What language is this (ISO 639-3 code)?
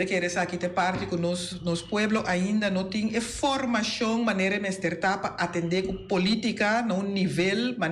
pap